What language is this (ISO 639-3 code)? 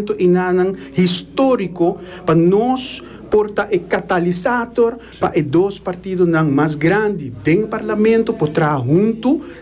pap